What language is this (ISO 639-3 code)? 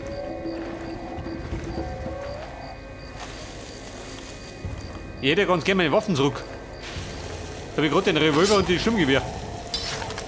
deu